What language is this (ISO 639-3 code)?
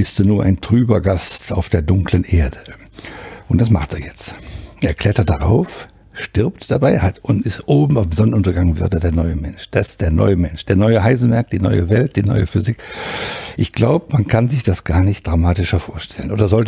deu